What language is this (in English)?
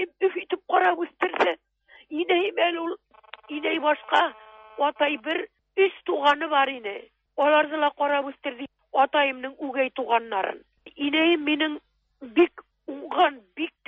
Tatar